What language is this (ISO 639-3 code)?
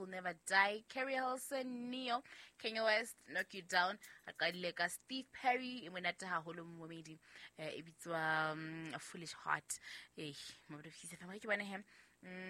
sot